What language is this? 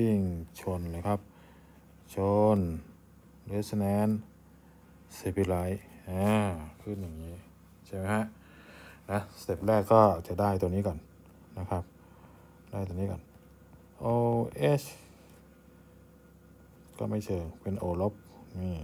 Thai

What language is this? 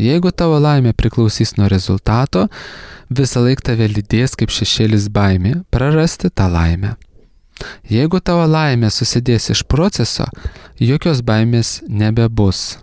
Lithuanian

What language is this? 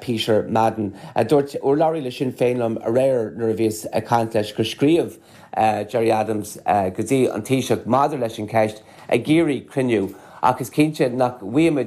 Irish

